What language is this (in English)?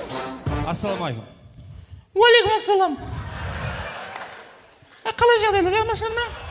Kazakh